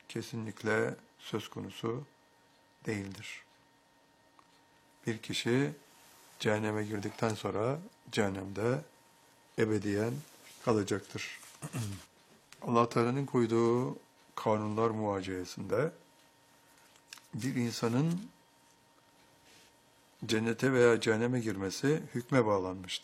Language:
Turkish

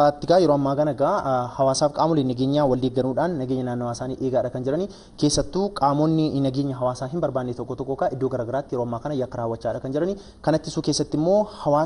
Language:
Oromo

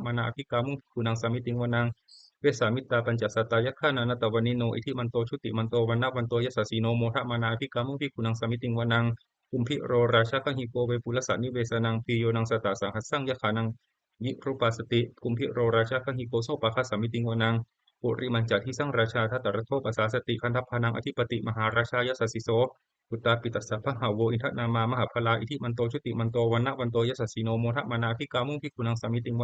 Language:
Pali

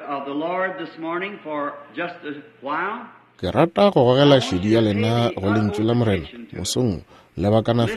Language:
Northern Sotho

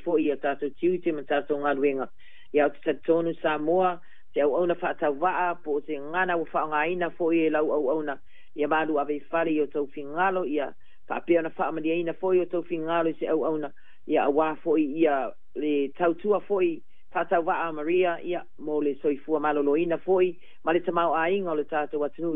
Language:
Samoan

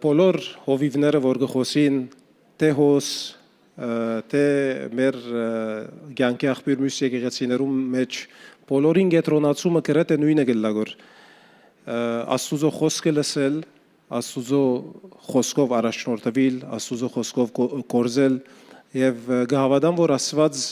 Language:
Western Armenian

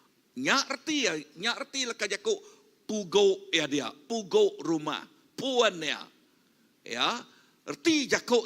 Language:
Iban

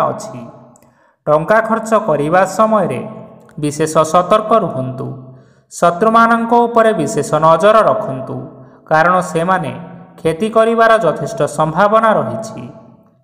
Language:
Odia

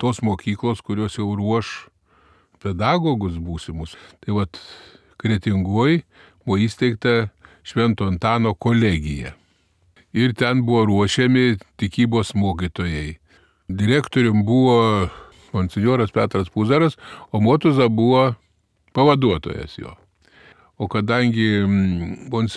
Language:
Lithuanian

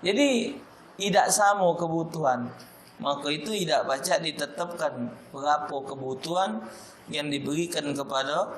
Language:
Musi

